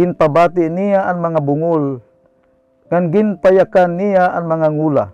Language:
Waray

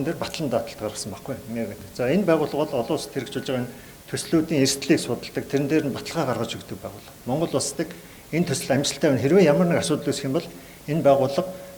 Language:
Mongolian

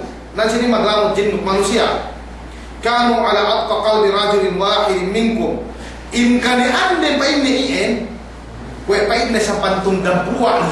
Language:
Yakan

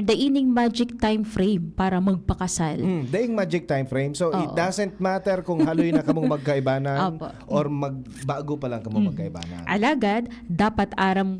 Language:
Bikol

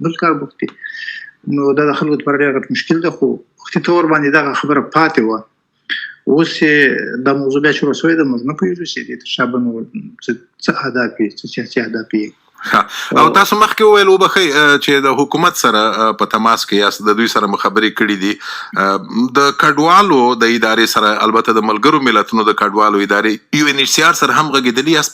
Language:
Pashto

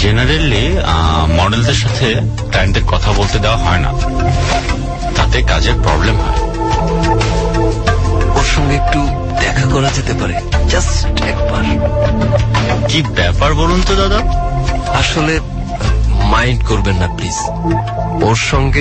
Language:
Bangla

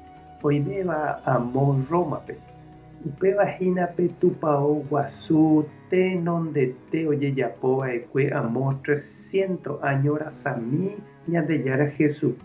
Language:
Guarani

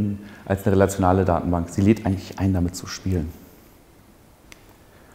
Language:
German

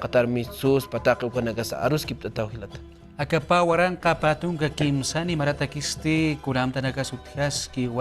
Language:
Aymara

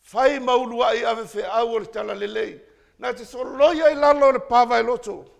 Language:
Samoan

